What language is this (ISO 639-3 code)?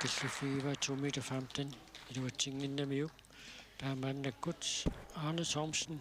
kal